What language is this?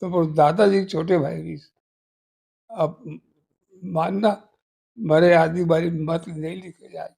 Chhattisgarhi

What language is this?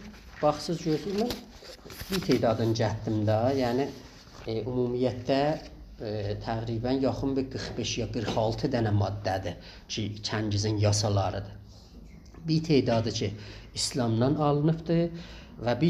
South Azerbaijani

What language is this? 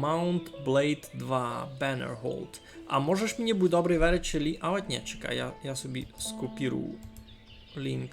Rusyn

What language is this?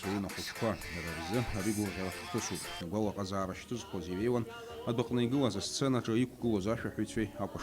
Abkhazian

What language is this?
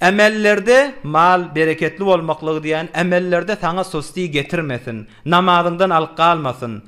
Turkmen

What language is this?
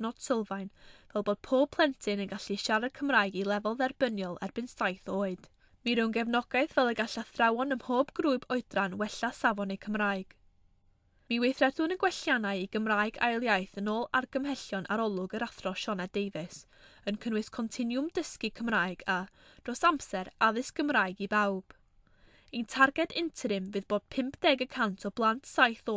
Welsh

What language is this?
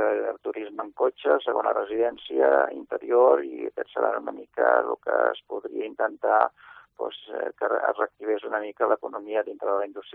Catalan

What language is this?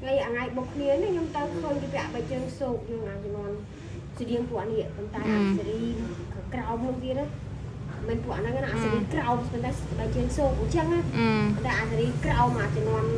Khmer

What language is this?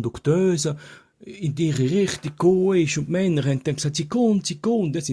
Swiss German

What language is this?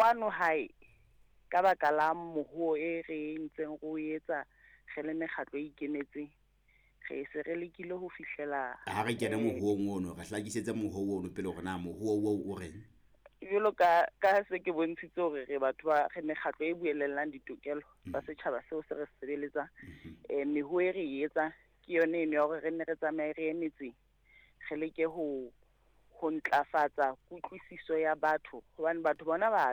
Southern Sotho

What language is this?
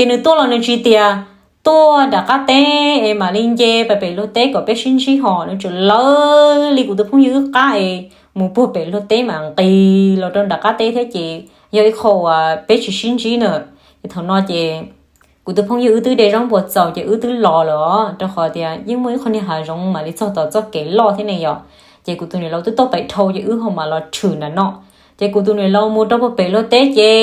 Hmong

